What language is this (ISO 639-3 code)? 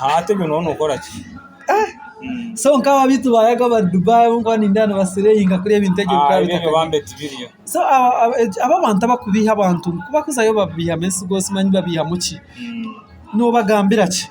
nyn